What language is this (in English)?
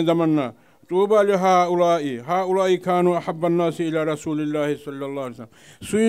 Kumyk